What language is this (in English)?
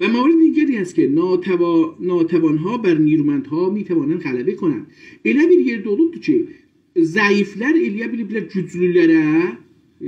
South Azerbaijani